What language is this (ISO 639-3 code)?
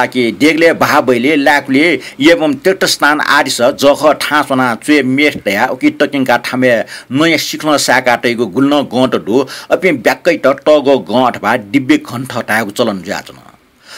new